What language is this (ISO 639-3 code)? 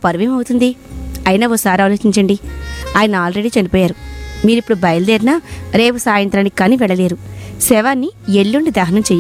tel